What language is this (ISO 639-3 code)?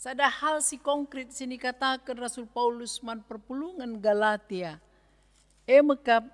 btx